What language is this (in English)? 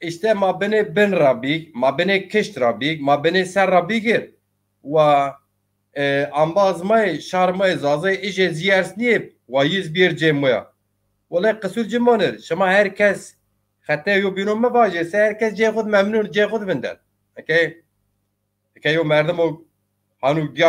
Zaza